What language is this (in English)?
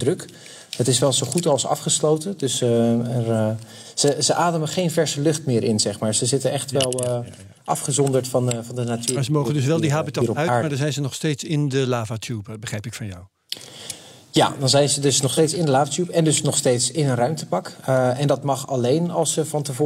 Dutch